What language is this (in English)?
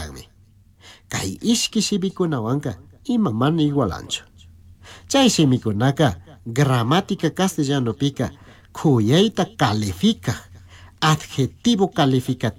Chimborazo Highland Quichua